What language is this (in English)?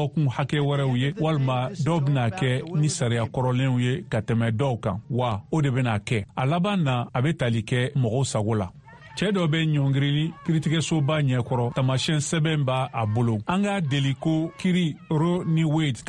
Bambara